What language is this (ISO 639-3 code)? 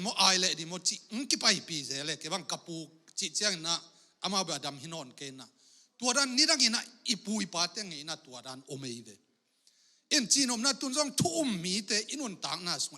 ctd